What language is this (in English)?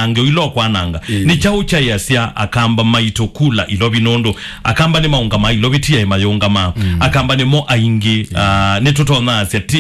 Kamba